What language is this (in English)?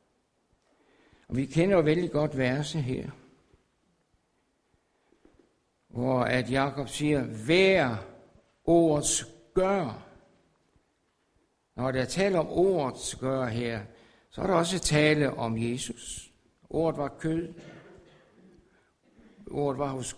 Danish